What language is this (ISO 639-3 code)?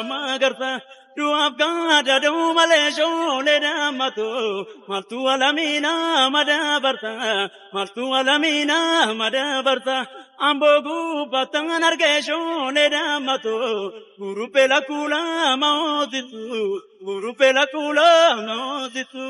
orm